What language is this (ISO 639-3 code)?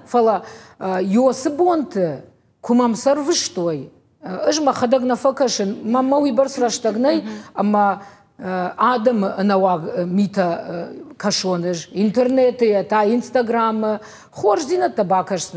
oss